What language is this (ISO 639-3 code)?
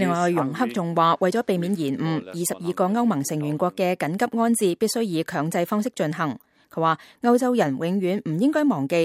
yue